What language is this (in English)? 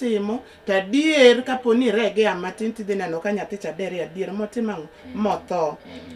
Luo (Kenya and Tanzania)